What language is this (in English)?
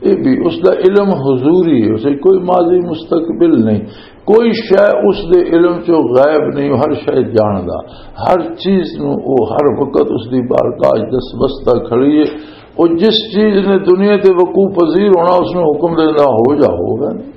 Western Panjabi